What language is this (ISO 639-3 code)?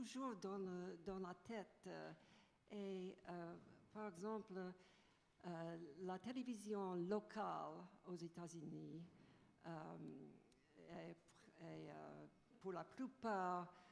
fra